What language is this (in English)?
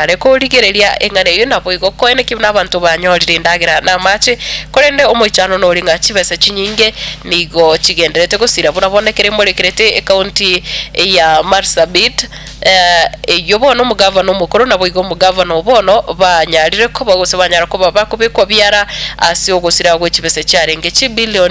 Gusii